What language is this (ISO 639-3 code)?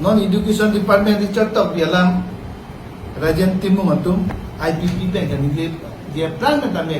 mjw